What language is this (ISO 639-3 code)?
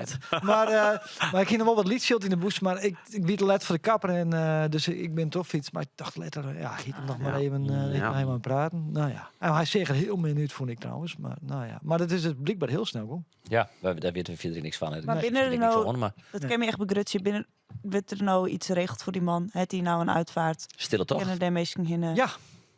fry